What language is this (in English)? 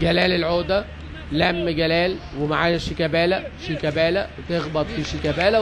Egyptian Arabic